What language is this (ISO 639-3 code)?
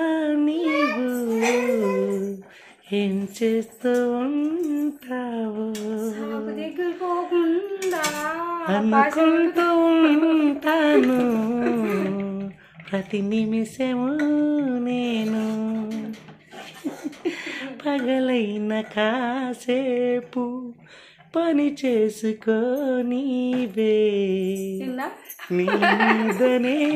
tel